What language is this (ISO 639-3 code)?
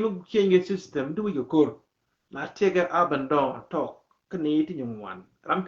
nus